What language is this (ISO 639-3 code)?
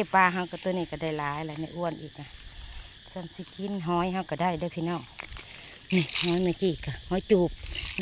tts